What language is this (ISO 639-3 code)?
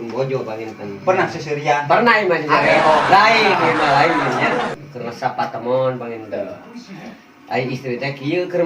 sun